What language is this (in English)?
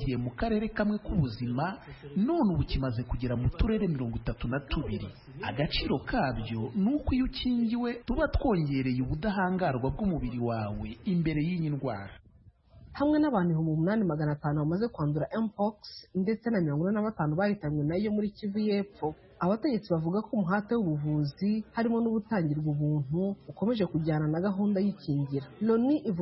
Kinyarwanda